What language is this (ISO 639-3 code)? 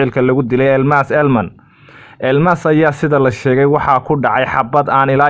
som